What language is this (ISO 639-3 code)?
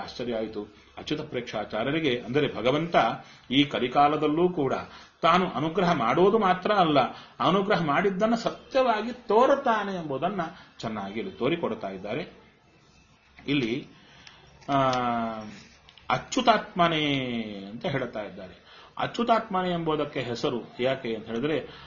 kan